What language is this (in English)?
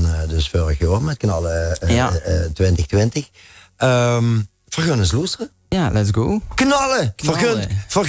Limburgish